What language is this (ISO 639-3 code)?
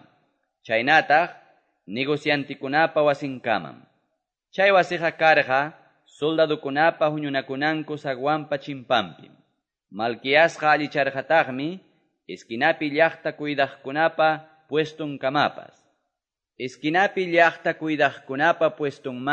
que